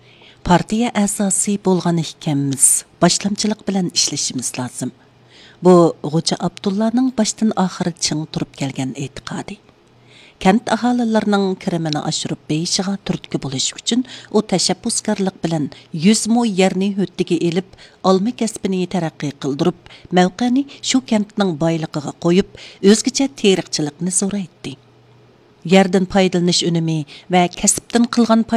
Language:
Uyghur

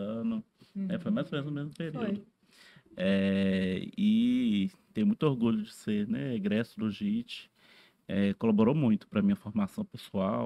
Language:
Portuguese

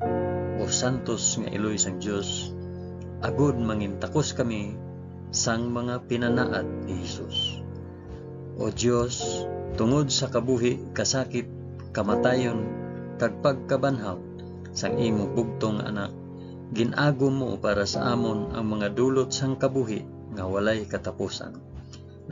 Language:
Hiligaynon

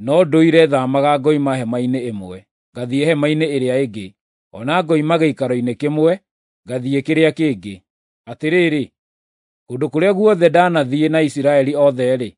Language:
Kikuyu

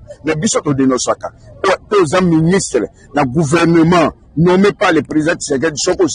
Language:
Lingala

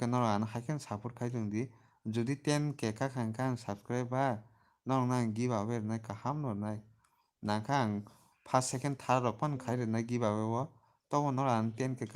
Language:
Kok Borok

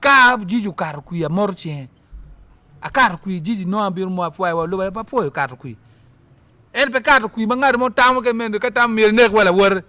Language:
Acoli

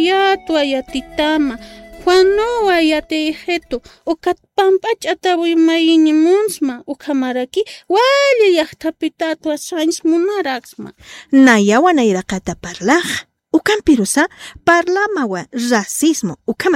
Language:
Aymara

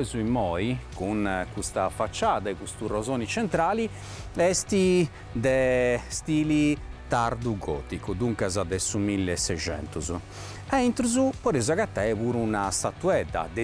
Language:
Sardinian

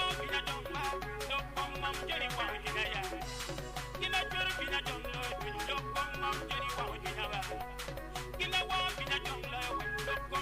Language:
Acoli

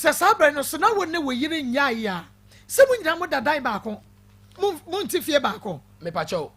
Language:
Akan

